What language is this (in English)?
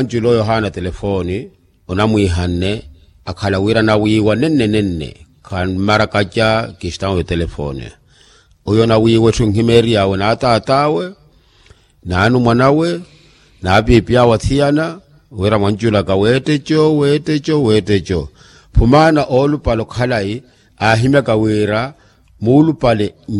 Makhuwa